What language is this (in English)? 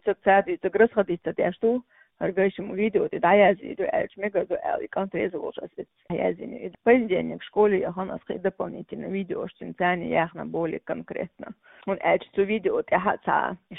Chechen